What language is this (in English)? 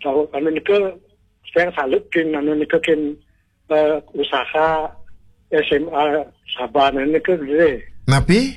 Balinese